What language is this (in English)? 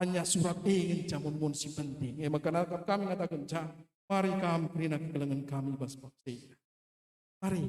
Batak Karo